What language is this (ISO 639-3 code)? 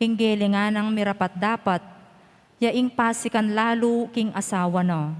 pam